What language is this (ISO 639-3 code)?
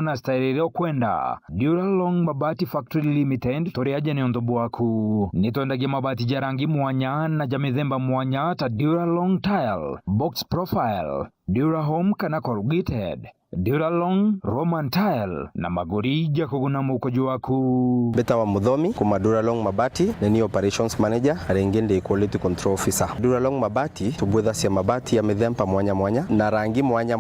mer